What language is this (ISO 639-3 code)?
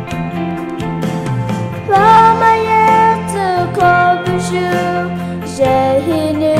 pmx